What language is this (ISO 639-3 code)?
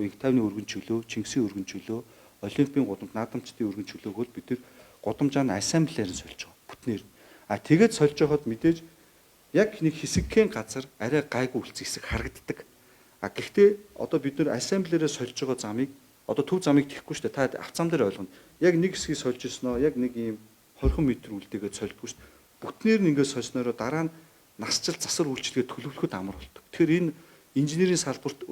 mon